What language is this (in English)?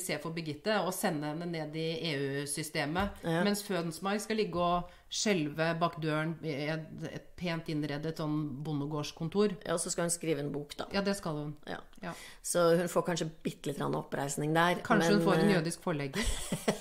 Norwegian